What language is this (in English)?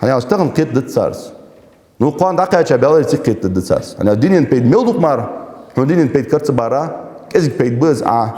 Ingush